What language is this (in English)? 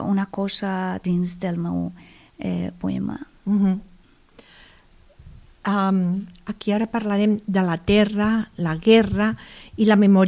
Catalan